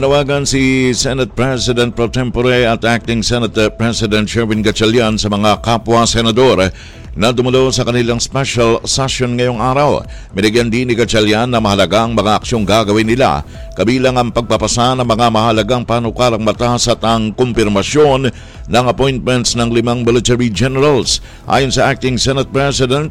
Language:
Filipino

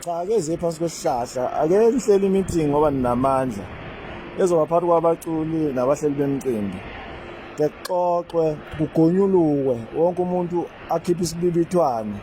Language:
Zulu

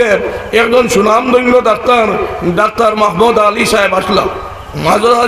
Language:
Sylheti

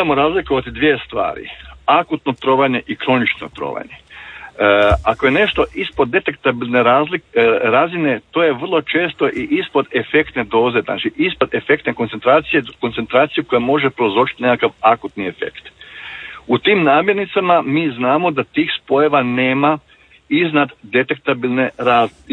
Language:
Croatian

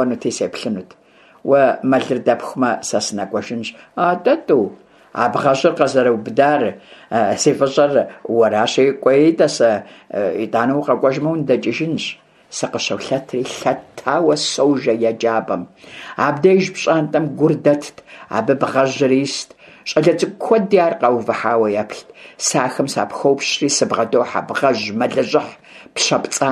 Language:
Kabardian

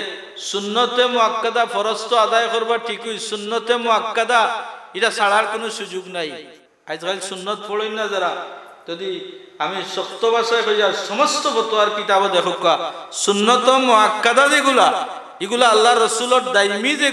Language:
Sylheti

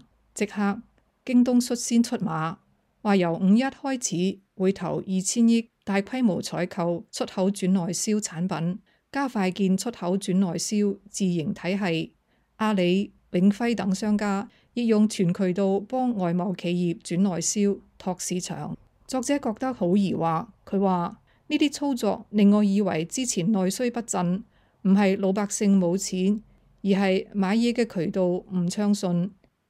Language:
Cantonese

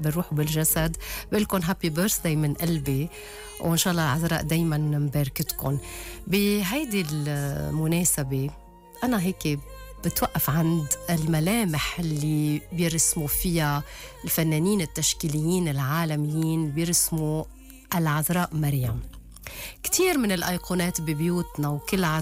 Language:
North Levantine Arabic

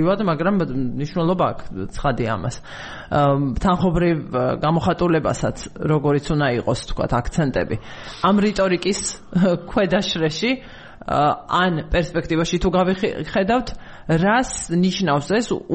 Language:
Georgian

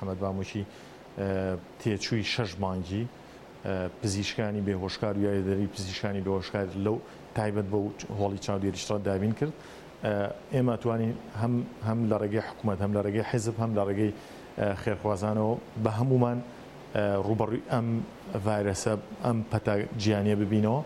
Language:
Central Kurdish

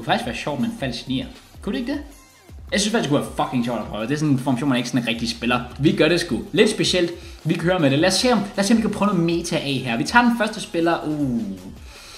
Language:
Danish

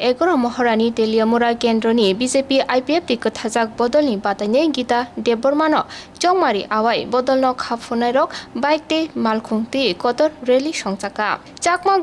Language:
Kok Borok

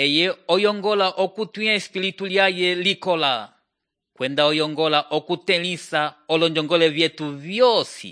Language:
Umbundu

